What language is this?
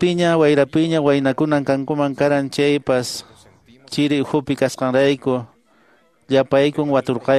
Quechua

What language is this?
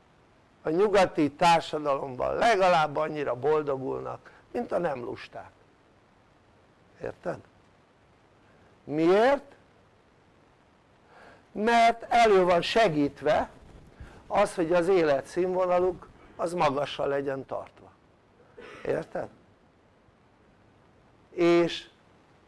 Hungarian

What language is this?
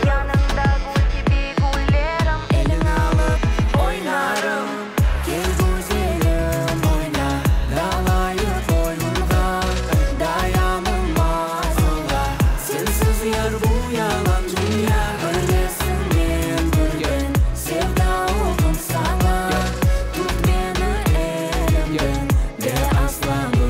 Crimean Tatar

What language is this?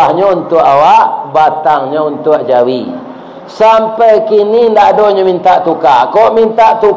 Minangkabau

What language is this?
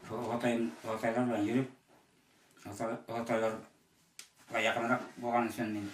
Bashkir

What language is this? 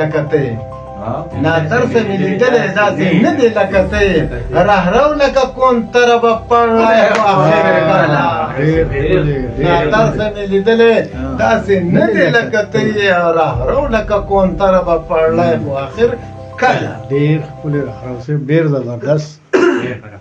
Pashto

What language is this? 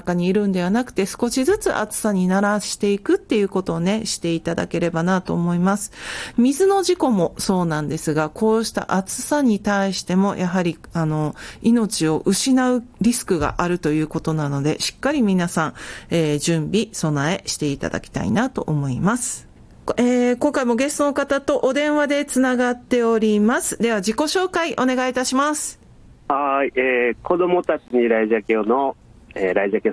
Japanese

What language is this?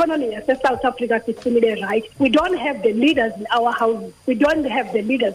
Xhosa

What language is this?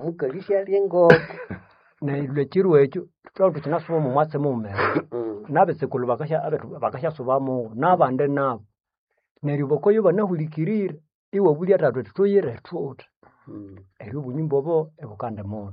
Nande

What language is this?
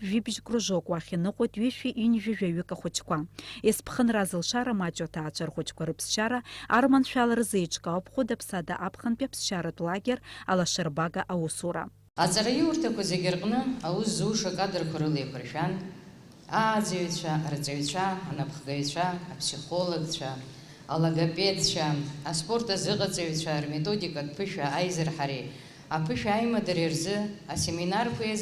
Abkhazian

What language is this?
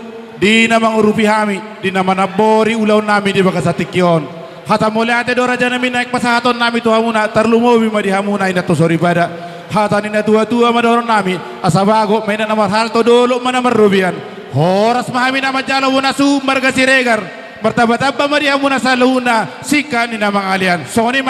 Batak Toba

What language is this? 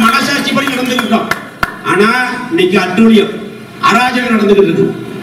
Tamil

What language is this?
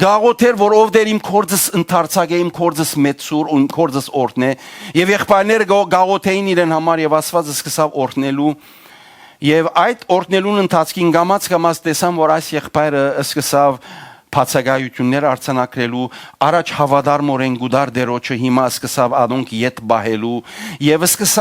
Western Armenian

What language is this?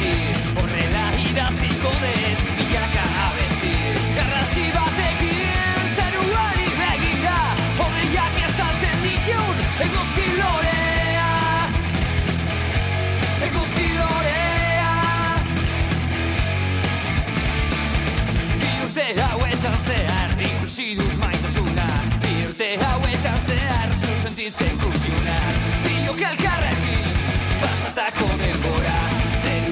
Basque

